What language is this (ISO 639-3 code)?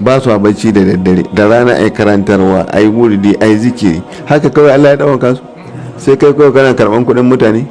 hau